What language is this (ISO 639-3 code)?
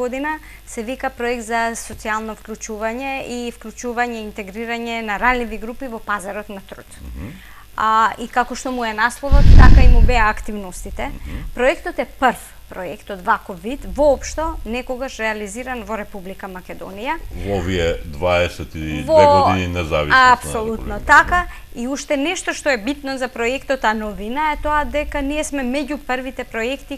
mkd